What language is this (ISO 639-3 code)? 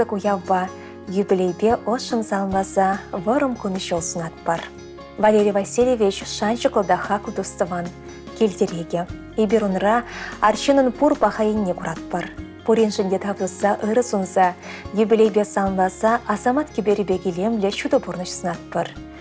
chv